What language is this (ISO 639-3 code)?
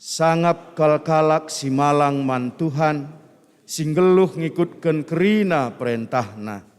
btx